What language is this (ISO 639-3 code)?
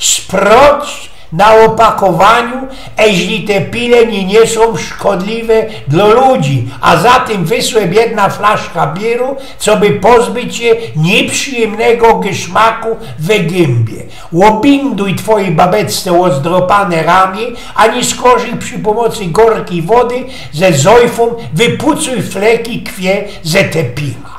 szl